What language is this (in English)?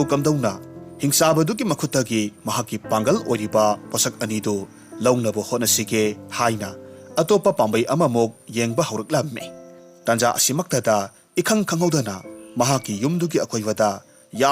Manipuri